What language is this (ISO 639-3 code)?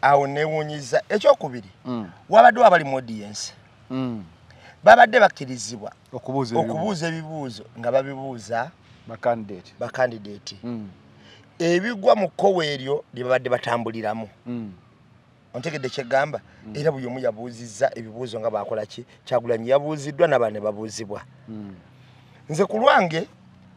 lug